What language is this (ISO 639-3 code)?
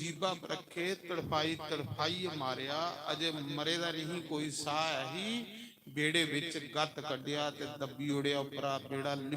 doi